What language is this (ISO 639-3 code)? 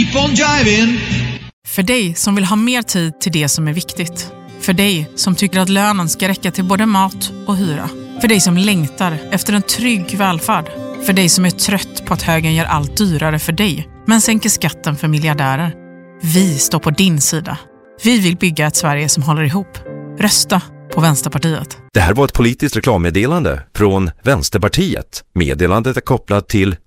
swe